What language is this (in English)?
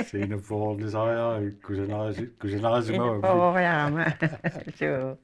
Kalaallisut